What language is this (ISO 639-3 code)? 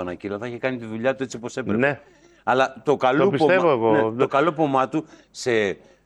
ell